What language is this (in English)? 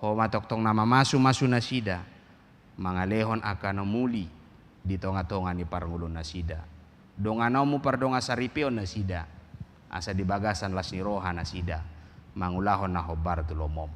Batak Toba